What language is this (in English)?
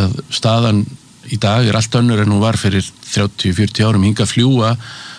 Icelandic